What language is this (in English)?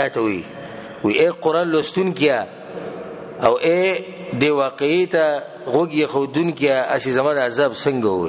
Pashto